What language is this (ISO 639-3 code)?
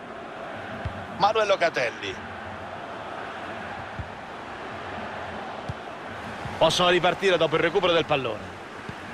ita